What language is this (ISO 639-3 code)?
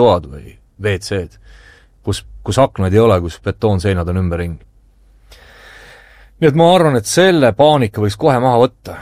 est